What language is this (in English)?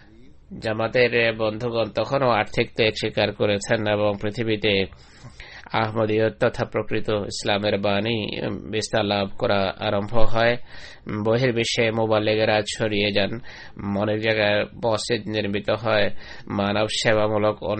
Bangla